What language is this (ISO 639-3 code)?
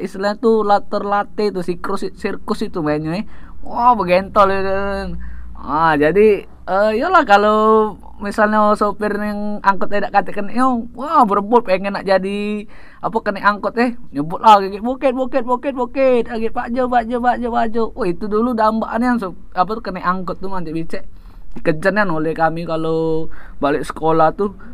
mui